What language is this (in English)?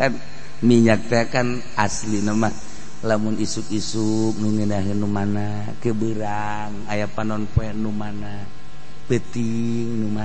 Sundanese